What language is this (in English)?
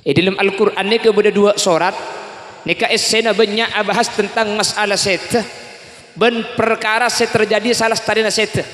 Madurese